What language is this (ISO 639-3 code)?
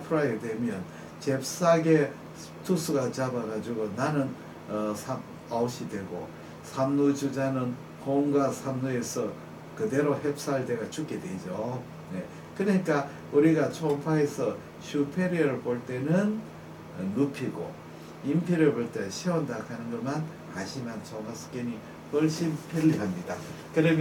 kor